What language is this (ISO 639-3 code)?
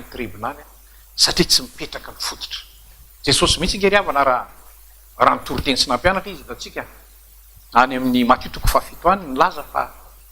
mlg